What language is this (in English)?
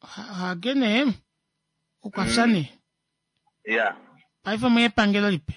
Kuanyama